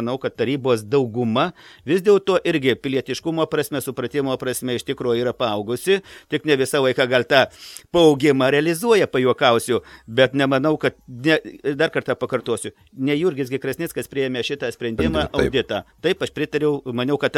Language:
Lithuanian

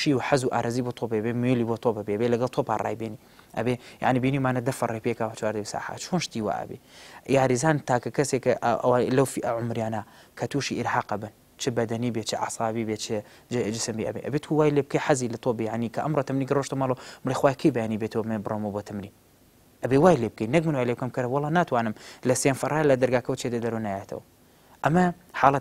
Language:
Central Kurdish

